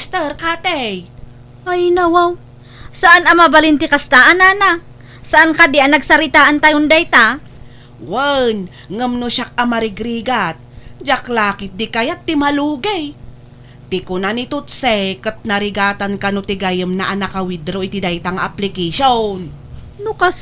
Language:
Iloko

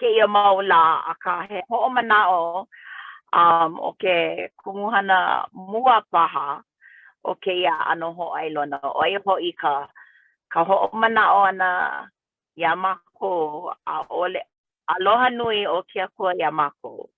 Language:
Hawaiian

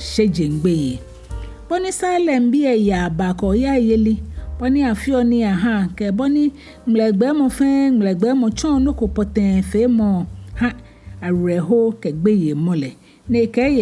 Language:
Ga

